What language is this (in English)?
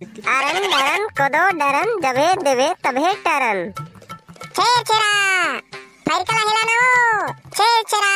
Chhattisgarhi